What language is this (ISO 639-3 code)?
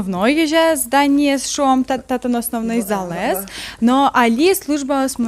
udm